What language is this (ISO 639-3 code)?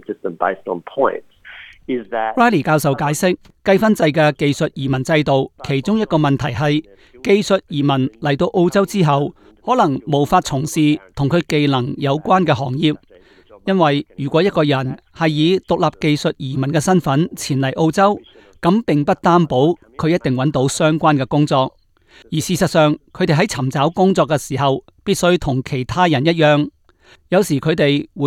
yue